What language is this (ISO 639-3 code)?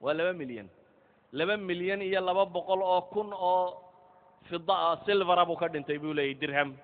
som